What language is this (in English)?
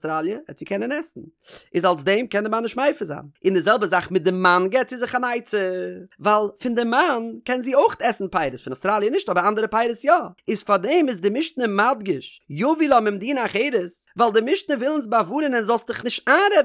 Yiddish